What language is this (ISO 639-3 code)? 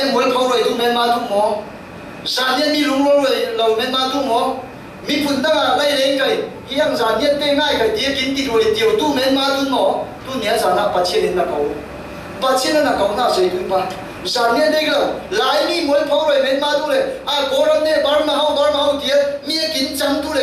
cfm